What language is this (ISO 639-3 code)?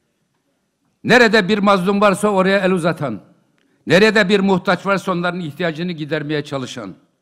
tur